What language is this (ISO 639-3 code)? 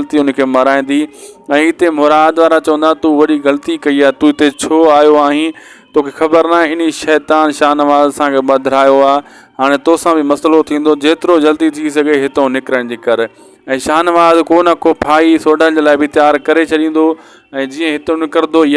snd